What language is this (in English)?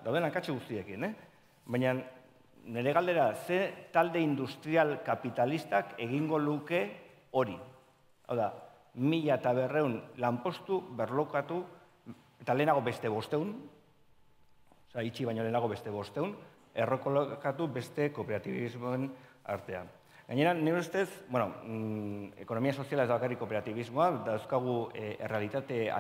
Basque